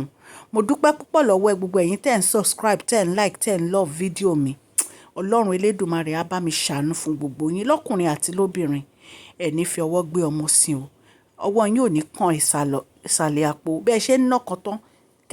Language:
Yoruba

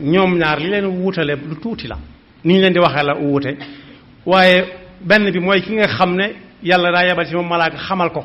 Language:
Wolof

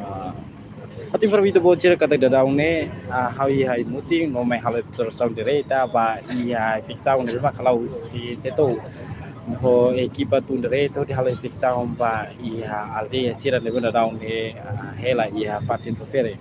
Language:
Tetum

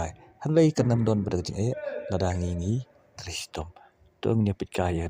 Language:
Khasi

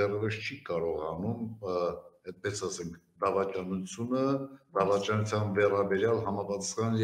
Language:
Armenian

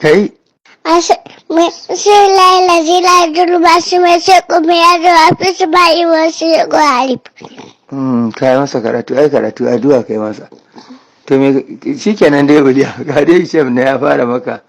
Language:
Hausa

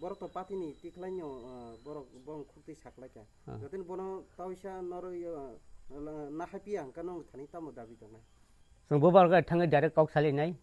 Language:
Kok Borok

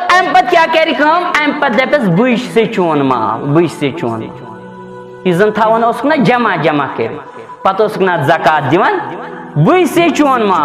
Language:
Kashmiri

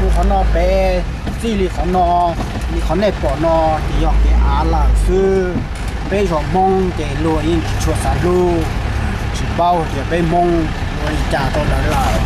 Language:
Hmong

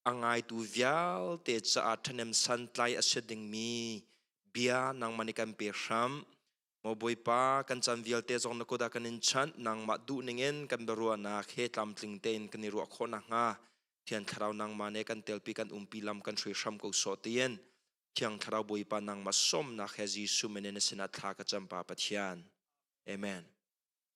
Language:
Hakha Chin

